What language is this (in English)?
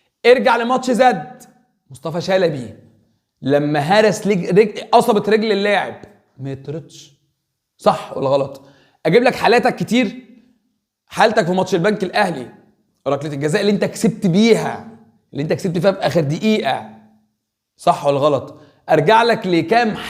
Egyptian Arabic